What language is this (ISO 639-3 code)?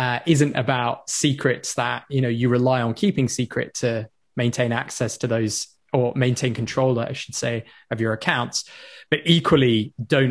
eng